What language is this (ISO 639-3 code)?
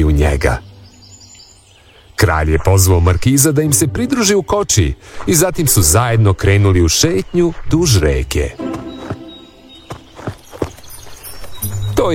srp